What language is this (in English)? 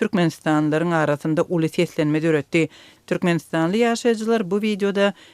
Turkmen